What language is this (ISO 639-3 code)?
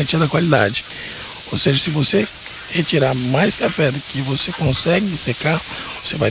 por